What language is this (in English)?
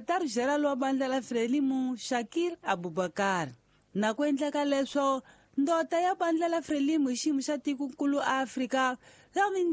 Tsonga